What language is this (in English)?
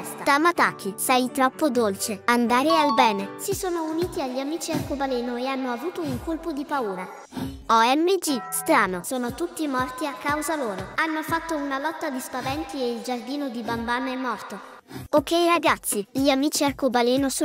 Italian